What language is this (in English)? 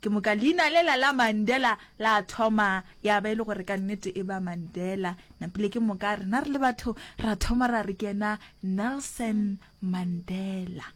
Northern Sotho